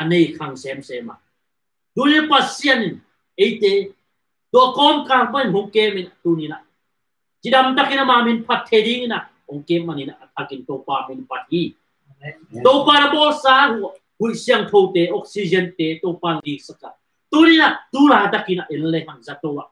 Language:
Tedim Chin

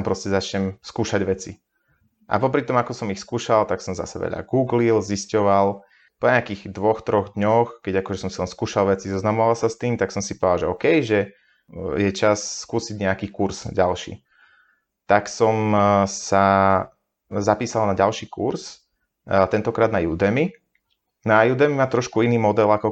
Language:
Slovak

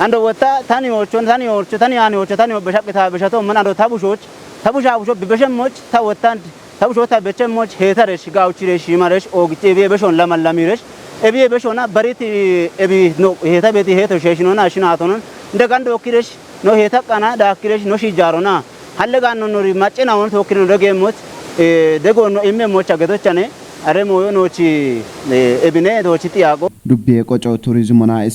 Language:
Kafa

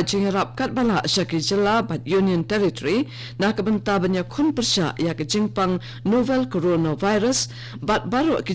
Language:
Khasi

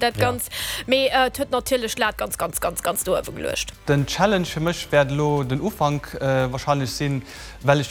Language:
Luxembourgish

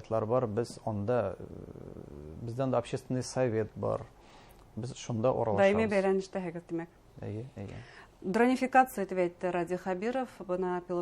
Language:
Bashkir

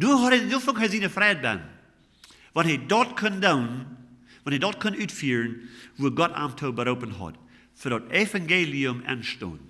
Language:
Plautdietsch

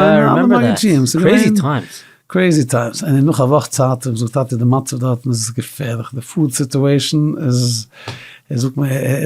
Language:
Yiddish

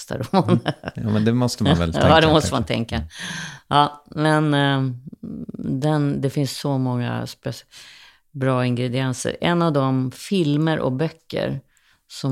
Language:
Swedish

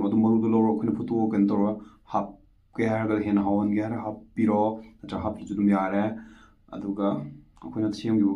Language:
Manipuri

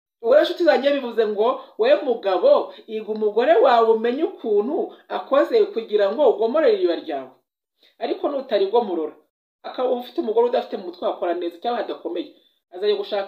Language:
Kinyarwanda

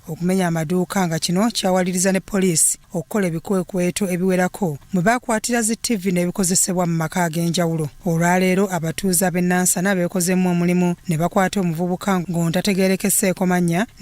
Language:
Ganda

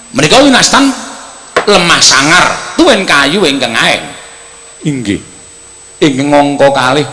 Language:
Javanese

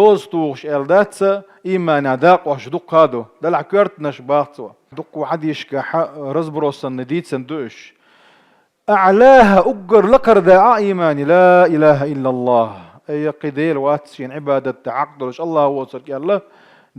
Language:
Chechen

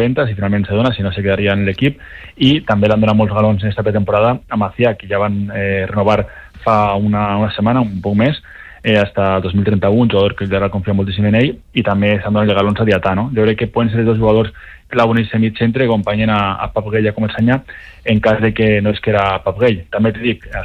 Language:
Catalan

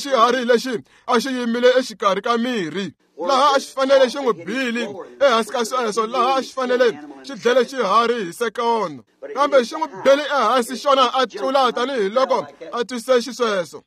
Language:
Tsonga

